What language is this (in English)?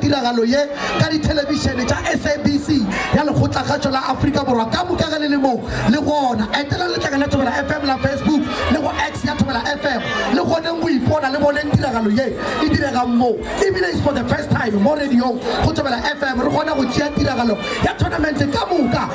Northern Sotho